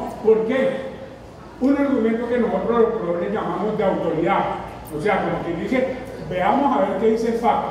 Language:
Spanish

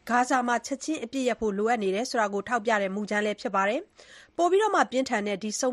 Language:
Burmese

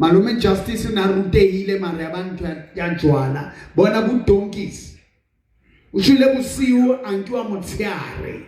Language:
Southern Sotho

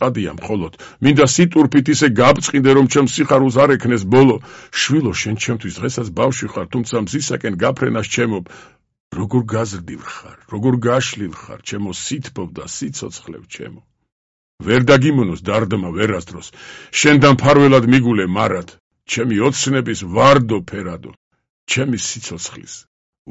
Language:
Georgian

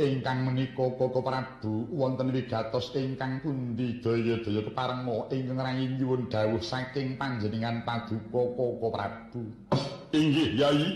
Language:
Javanese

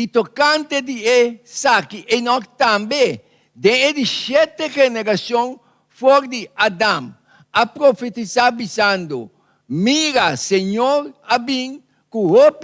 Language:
Papiamento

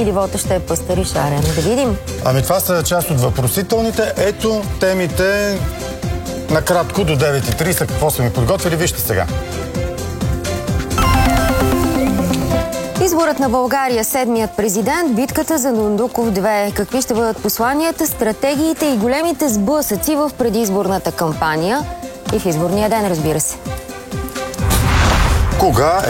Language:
Bulgarian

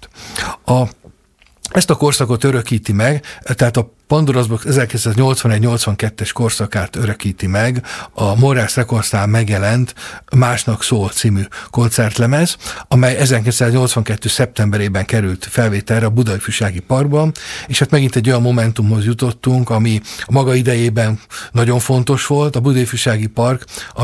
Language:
Hungarian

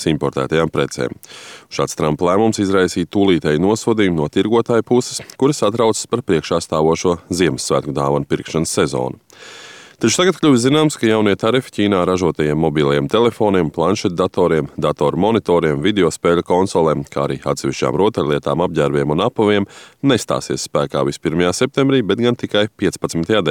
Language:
Latvian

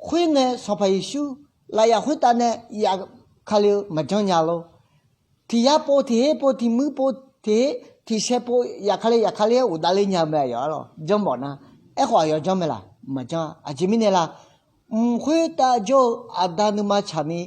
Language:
Akha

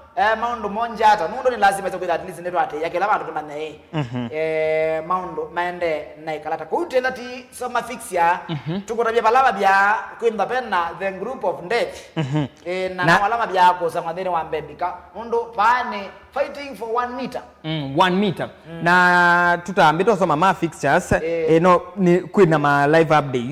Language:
Kamba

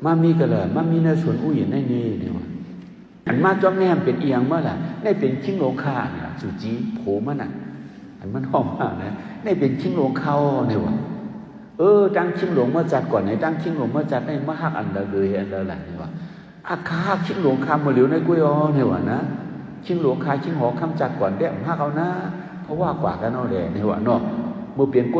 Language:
Shan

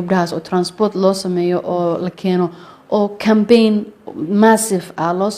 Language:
Somali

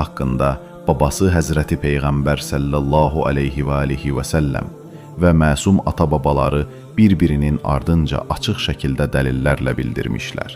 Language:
Azerbaijani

